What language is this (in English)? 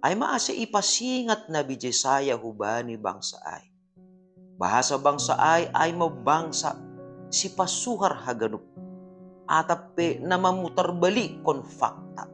Batak Simalungun